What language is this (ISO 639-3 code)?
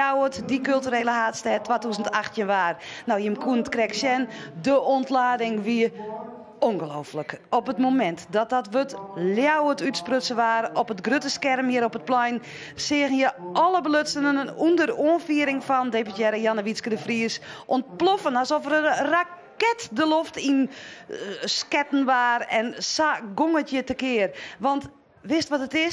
fry